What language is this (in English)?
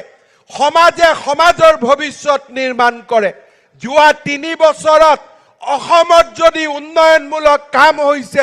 Assamese